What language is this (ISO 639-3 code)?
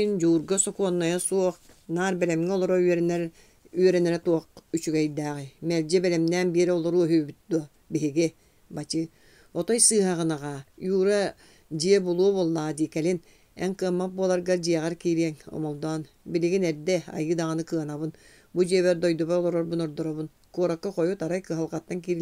sah